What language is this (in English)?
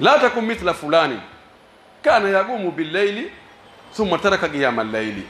Pular